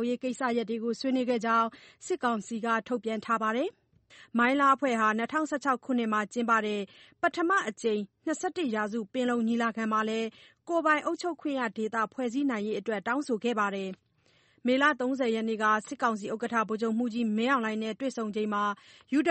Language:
Burmese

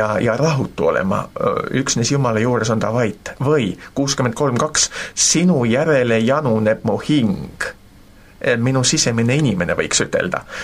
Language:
Estonian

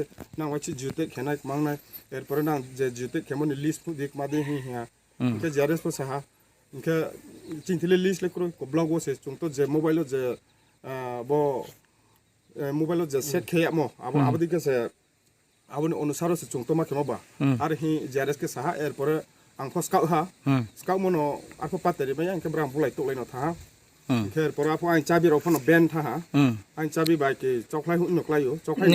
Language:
Riang (India)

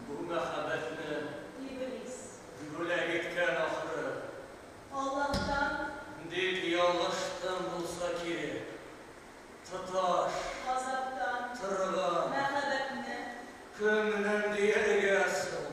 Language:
Tatar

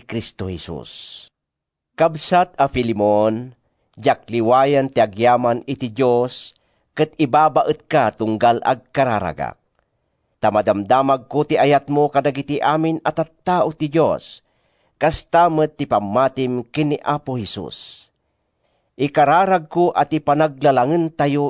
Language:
Iloko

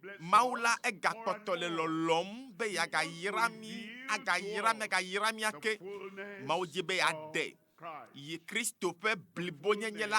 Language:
Ewe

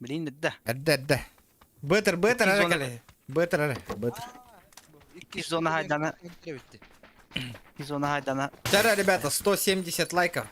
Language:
Yakut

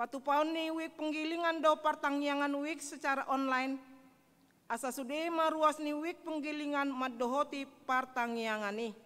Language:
Batak Toba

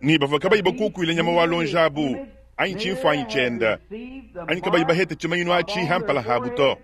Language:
Luba-Lulua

